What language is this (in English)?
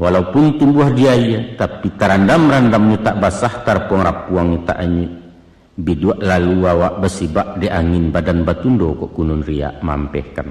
Minangkabau